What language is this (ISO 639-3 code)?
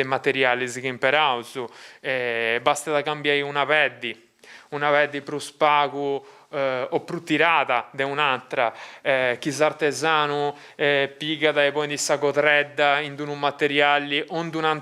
srd